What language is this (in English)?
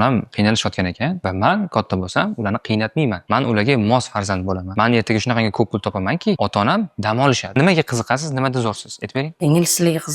Uzbek